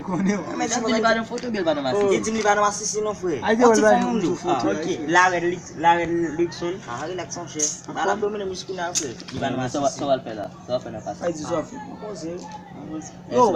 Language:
Haitian Creole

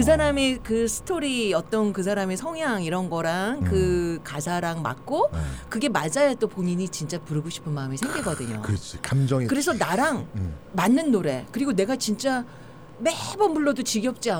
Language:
Korean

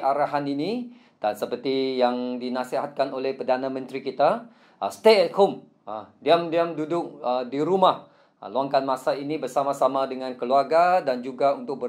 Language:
Malay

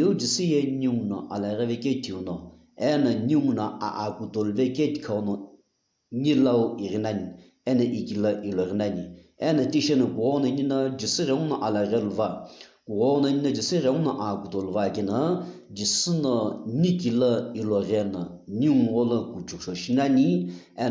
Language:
Sumi Naga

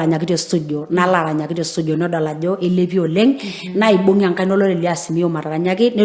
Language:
Masai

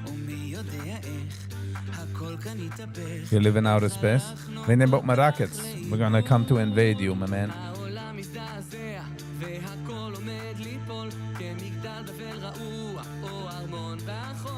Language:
Yiddish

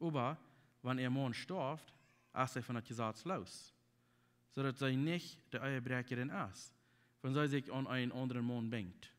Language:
Plautdietsch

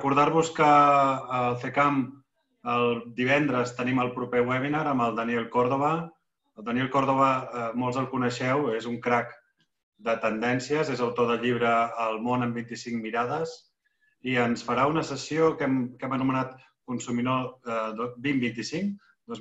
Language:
Catalan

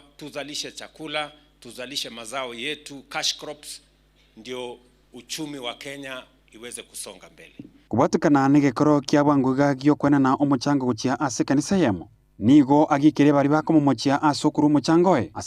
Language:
Gusii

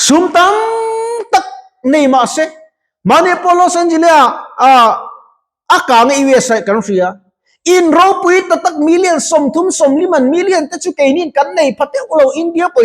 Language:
Mizo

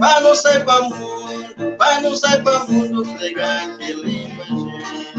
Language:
Kabuverdianu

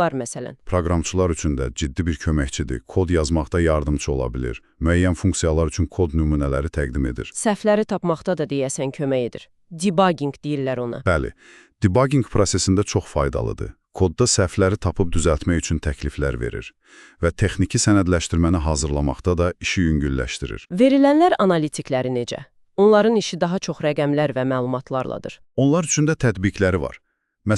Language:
Azerbaijani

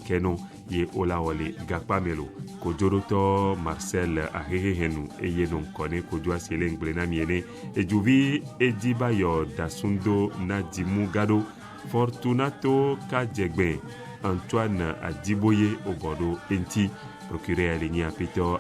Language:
Ewe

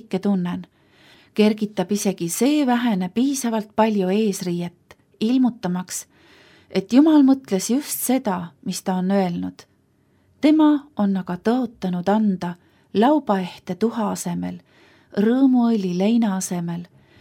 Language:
Estonian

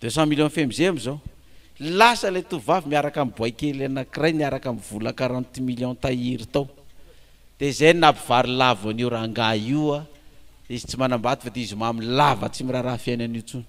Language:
Malagasy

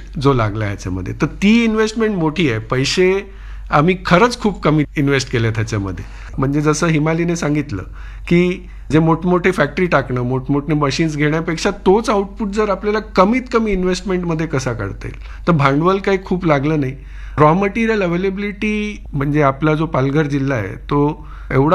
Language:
Marathi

